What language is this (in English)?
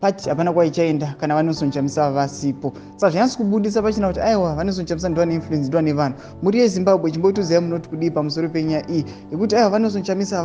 Shona